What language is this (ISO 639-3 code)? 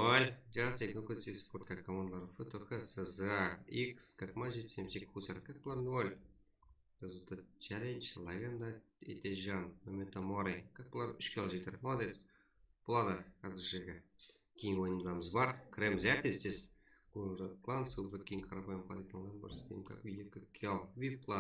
kaa